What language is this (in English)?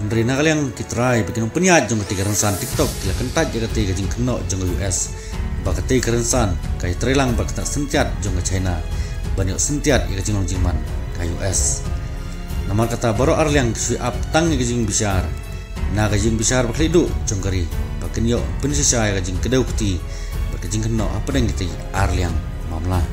Khasi